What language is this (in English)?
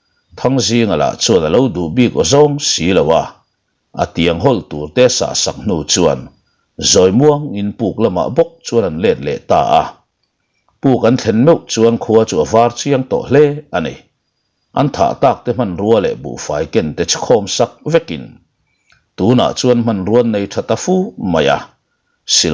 Mizo